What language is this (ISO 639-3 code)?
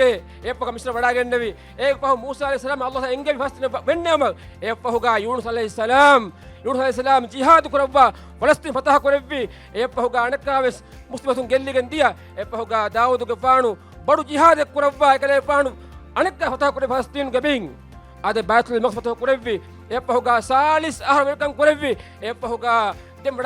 div